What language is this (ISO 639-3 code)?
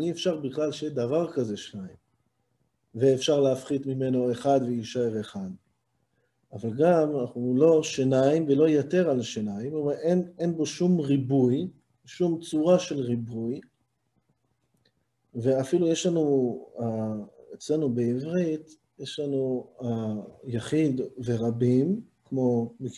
heb